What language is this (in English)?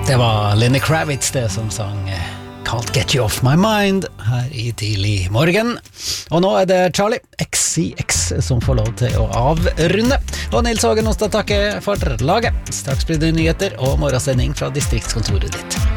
Norwegian